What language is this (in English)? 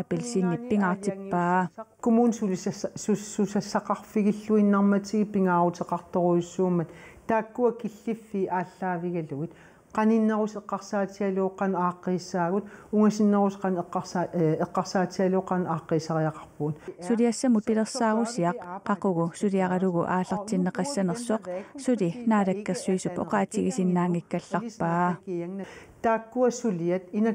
Kalaallisut